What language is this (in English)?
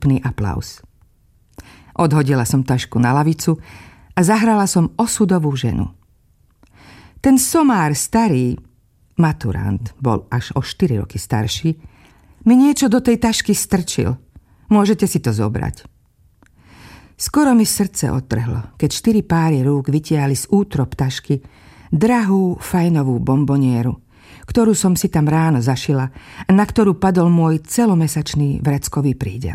Slovak